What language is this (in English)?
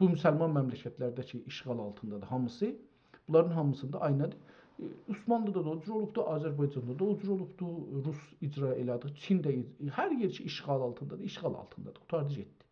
South Azerbaijani